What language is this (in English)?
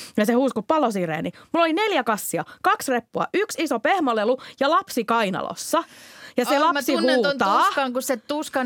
Finnish